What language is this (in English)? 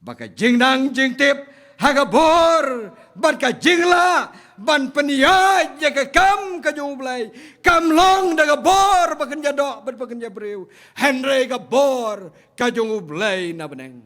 Khasi